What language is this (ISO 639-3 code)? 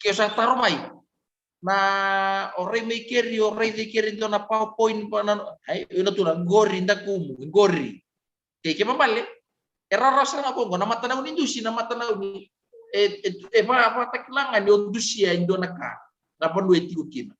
fij